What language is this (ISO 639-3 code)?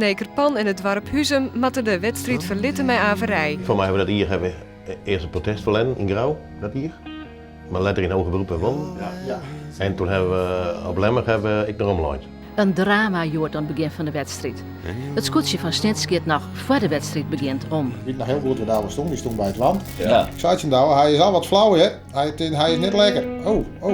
fry